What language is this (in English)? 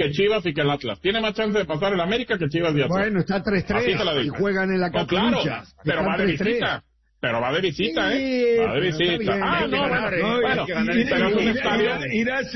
Spanish